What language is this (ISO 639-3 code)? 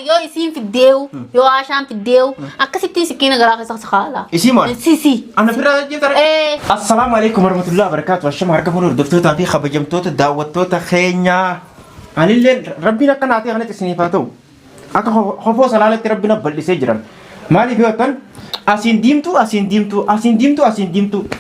orm